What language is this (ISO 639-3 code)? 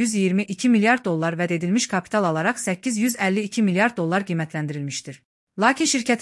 aze